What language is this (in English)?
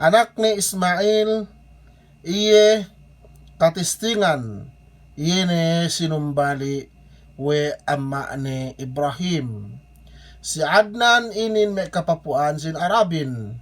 Yakan